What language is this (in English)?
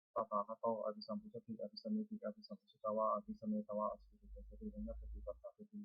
Pali